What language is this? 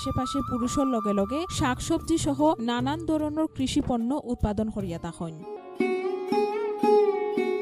Bangla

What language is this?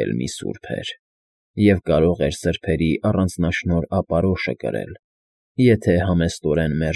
Armenian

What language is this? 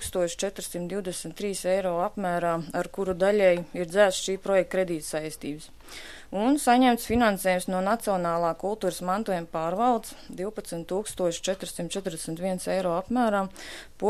Latvian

